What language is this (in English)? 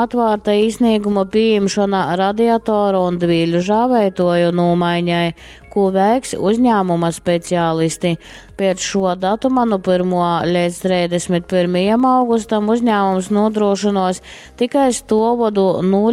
Latgalian